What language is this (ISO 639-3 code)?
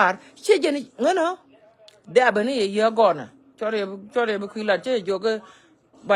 nus